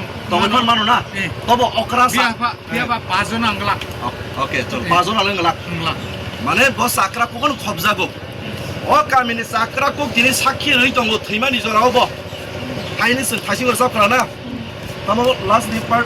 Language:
Kok Borok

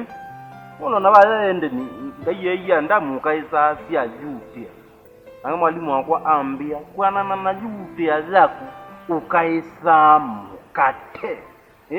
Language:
Kamba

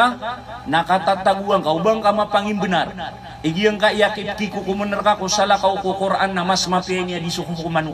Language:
Maranao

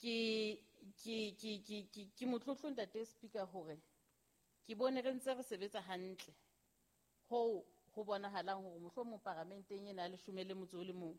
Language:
Southern Sotho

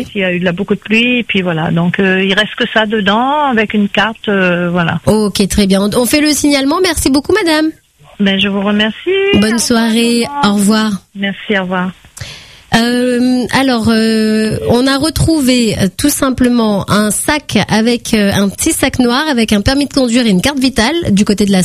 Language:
French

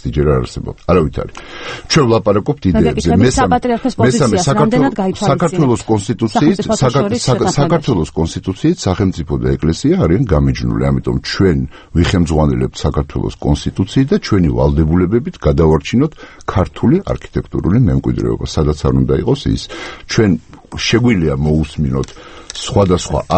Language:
Georgian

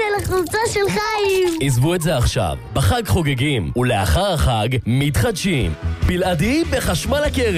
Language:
Hebrew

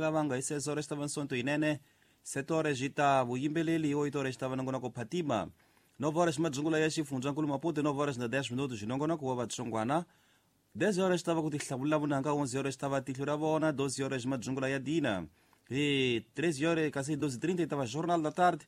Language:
Tsonga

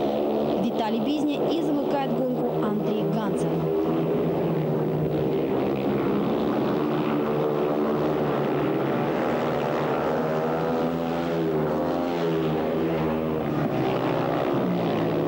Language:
Russian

